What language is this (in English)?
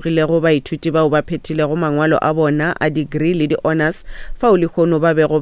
Northern Sotho